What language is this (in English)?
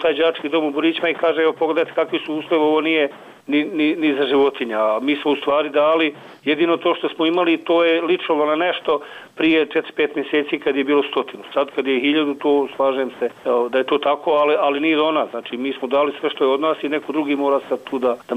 Bosnian